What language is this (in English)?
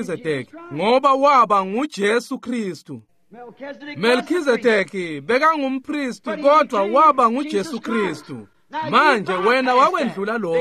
Swati